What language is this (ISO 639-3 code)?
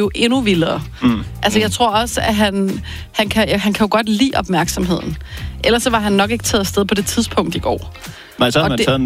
dan